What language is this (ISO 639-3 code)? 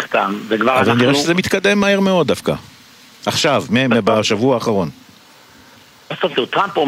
heb